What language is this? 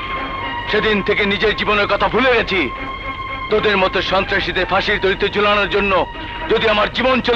Bangla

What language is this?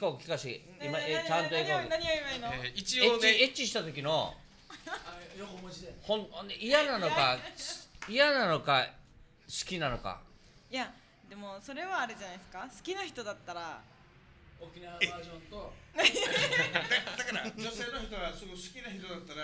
Japanese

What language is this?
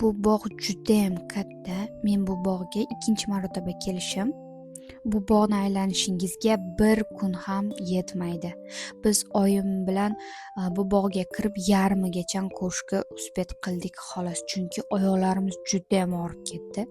Uzbek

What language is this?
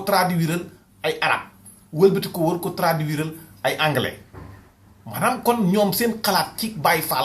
Wolof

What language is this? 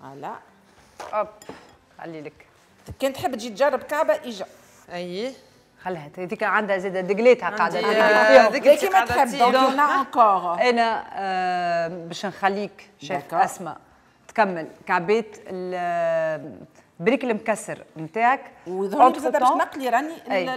Tunisian Arabic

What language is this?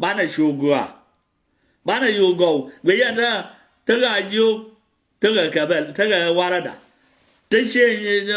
Nuer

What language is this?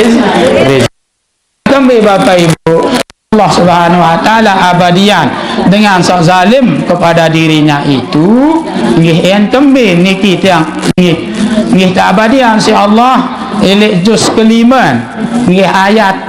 Sasak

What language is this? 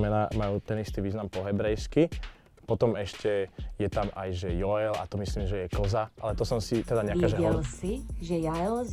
Slovak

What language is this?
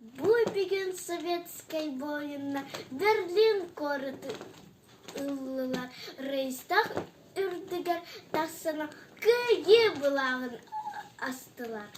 Yakut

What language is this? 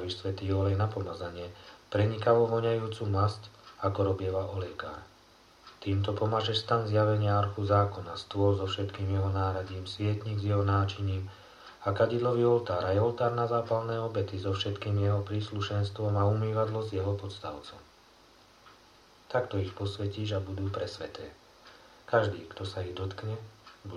Slovak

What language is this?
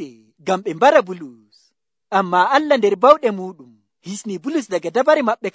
Nigerian Fulfulde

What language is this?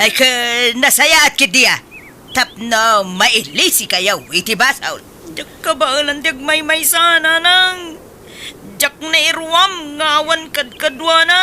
Iloko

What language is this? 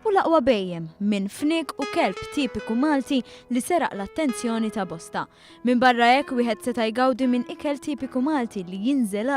Maltese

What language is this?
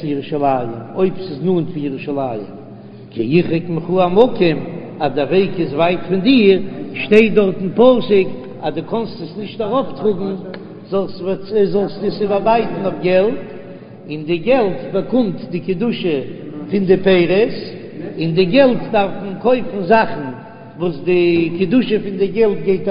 Yiddish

